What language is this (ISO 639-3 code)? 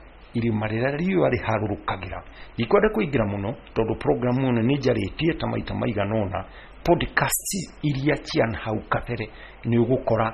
kik